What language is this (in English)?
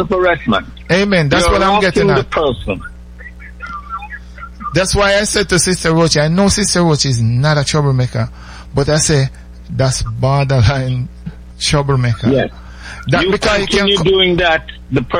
English